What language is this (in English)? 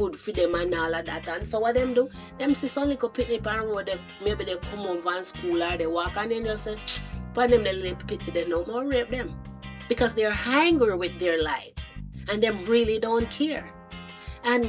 Jamaican Creole English